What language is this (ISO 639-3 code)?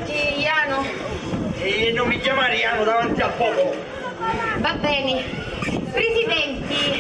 scn